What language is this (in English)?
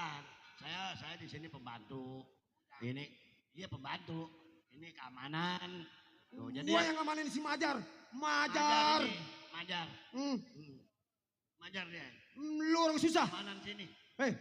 Betawi